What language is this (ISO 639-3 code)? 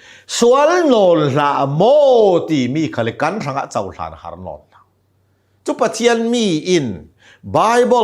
cnh